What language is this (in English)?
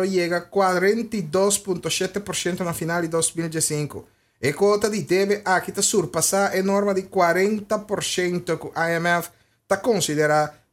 Papiamento